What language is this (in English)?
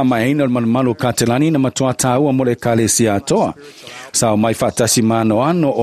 Samoan